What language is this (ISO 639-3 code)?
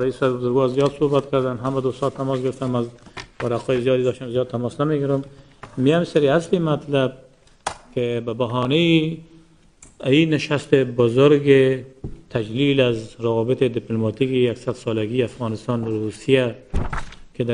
fas